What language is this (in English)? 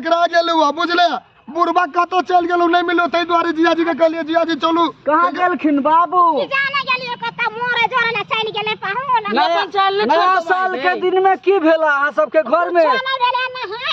Maithili